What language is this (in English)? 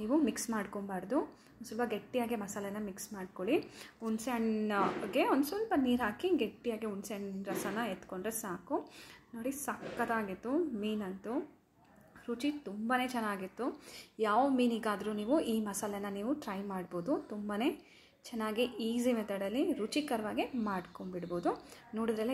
Kannada